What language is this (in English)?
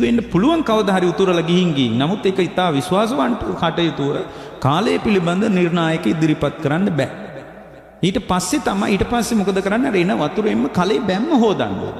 Sinhala